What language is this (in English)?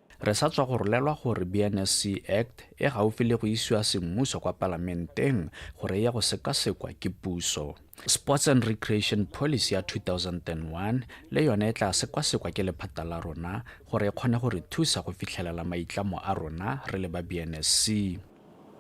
Tswana